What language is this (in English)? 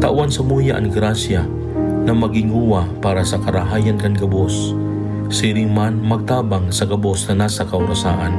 Bikol